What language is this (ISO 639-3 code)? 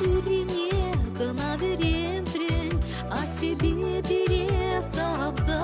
chv